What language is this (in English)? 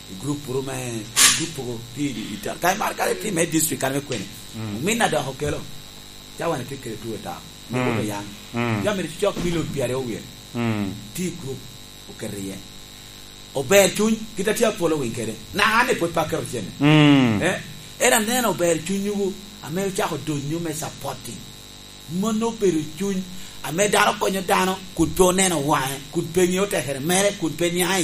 Lango (Uganda)